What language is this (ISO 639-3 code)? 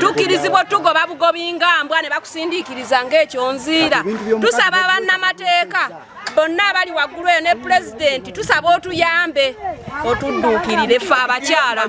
lug